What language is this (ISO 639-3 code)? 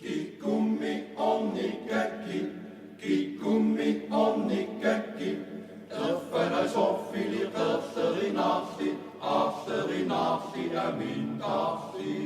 kal